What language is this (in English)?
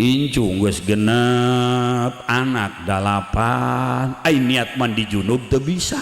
Sundanese